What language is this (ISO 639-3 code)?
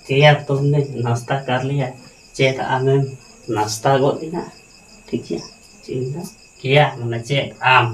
sat